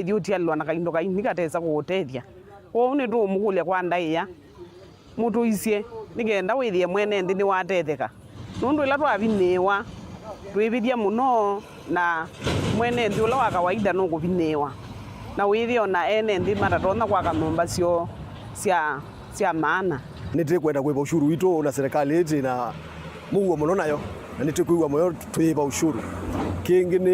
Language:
Kamba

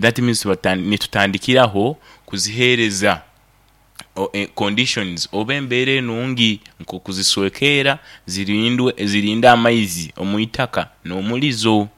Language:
Nyoro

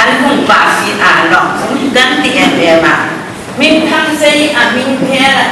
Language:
Hmar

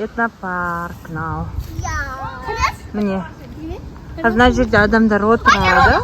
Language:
Kazakh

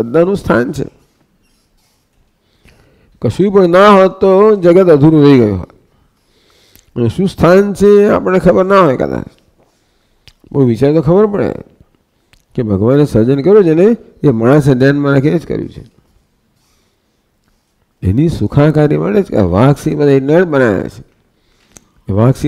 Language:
Gujarati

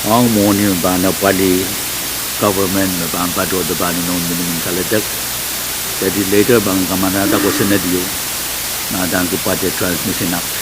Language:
Pohnpeian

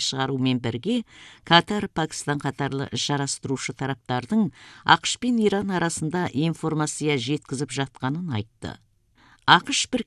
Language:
Kazakh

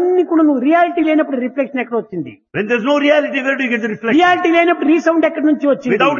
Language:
Telugu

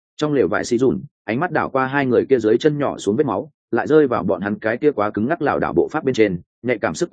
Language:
Vietnamese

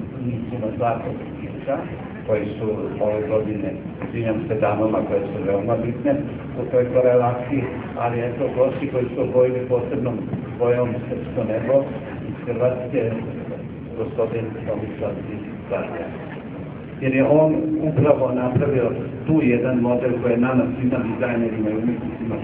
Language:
Serbian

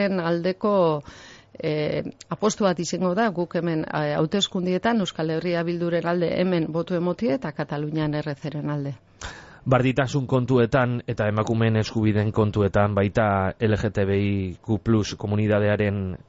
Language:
Basque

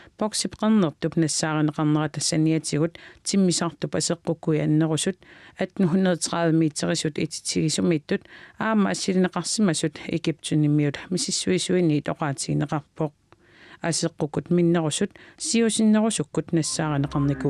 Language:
Kalaallisut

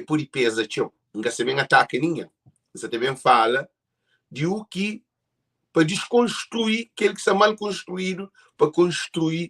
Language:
Kabuverdianu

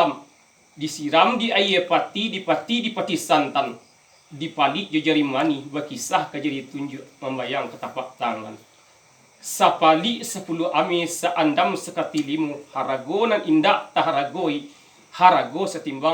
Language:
Minangkabau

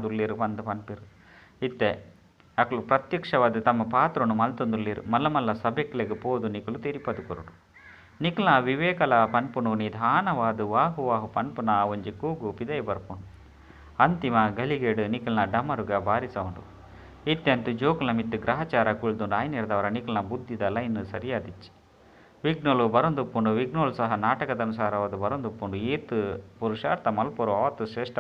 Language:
Tulu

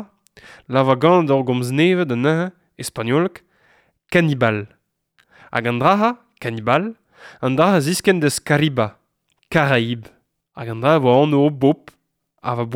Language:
Breton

